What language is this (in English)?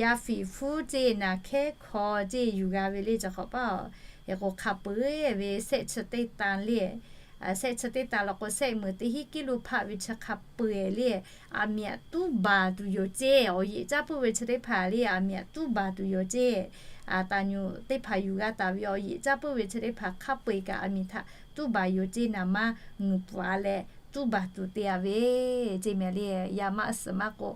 Lahu